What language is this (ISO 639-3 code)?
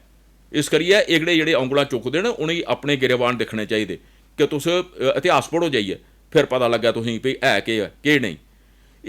doi